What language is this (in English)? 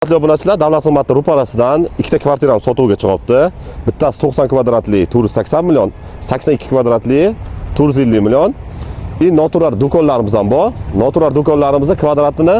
Uzbek